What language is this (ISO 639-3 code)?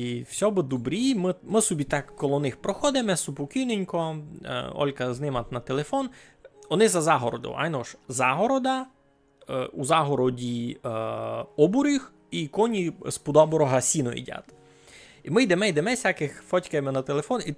rue